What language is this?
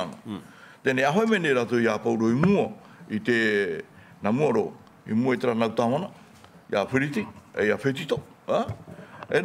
Tahitian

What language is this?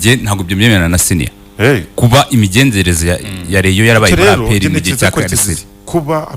Kinyarwanda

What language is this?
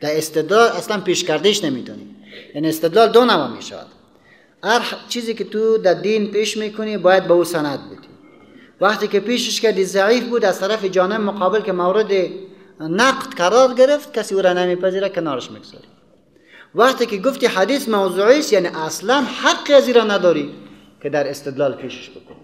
Persian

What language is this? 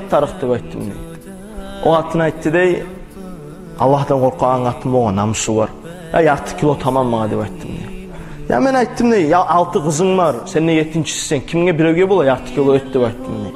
Kumyk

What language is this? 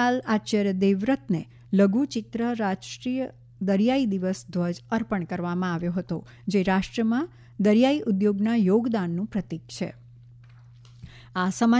Gujarati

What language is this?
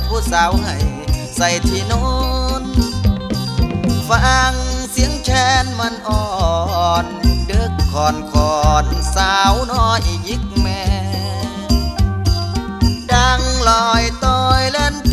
Thai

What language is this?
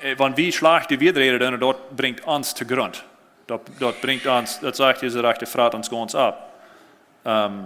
Plautdietsch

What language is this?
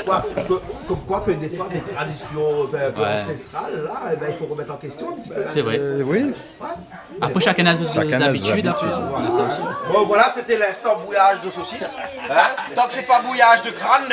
Réunion Creole French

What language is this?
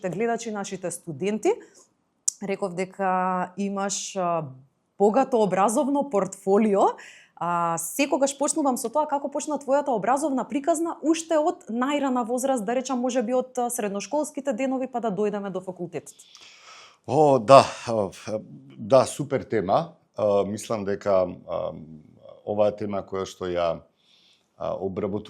Macedonian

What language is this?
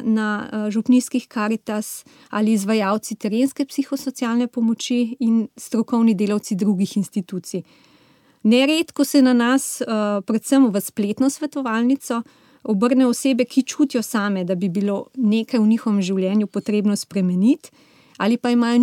Slovenian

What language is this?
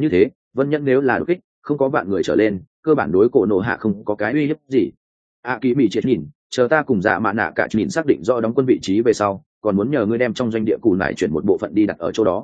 Vietnamese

